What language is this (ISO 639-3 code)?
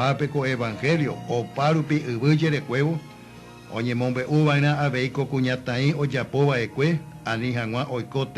grn